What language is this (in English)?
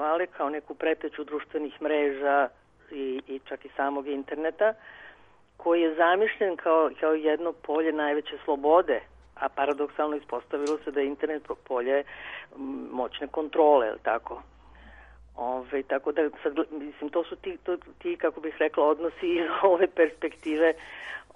Serbian